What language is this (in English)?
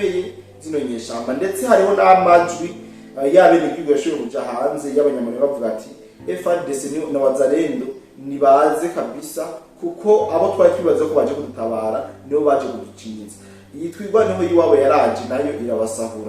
Rundi